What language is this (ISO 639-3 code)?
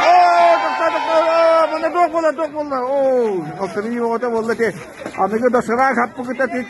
sah